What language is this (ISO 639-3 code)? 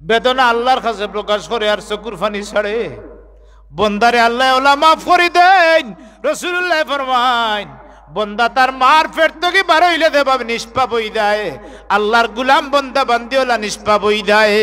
syl